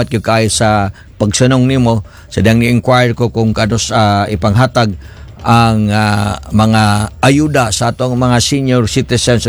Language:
Cebuano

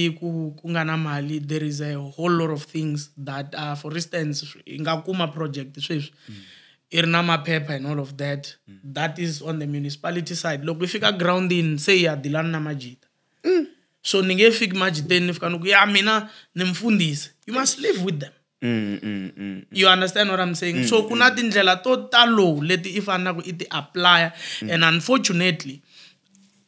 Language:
Tsonga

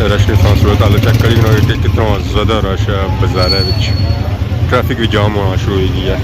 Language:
Pahari-Potwari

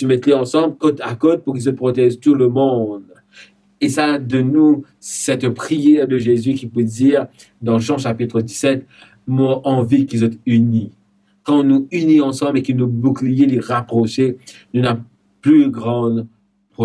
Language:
Morisyen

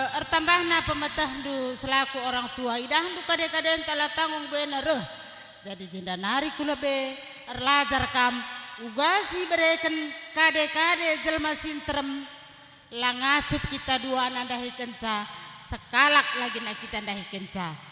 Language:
Batak Karo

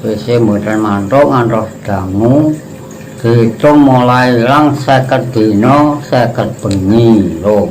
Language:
Javanese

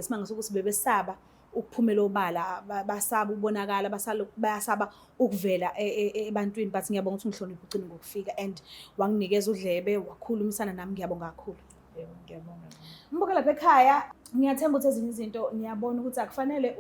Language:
Zulu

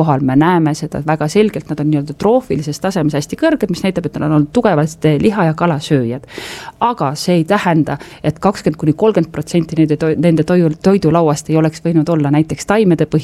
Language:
Estonian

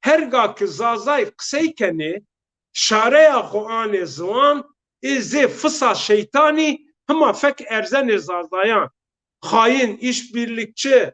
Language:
Zaza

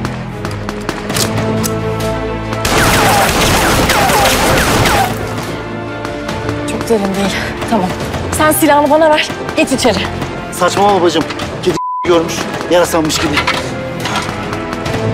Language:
Turkish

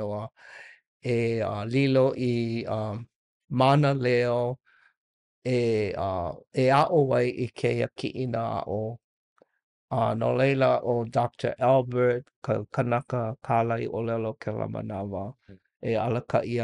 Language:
Hawaiian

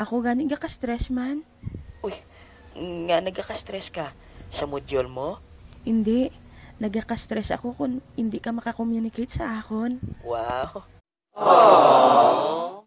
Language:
Hiligaynon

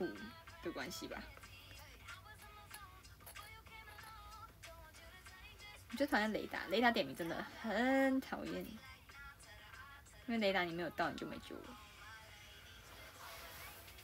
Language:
Chinese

